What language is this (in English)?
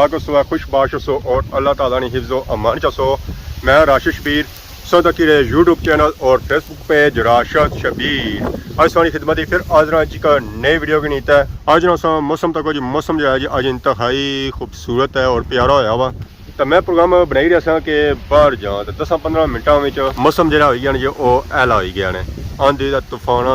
Pahari-Potwari